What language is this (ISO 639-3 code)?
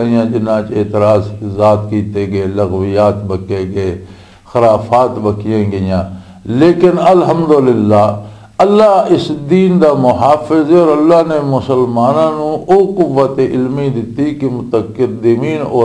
lah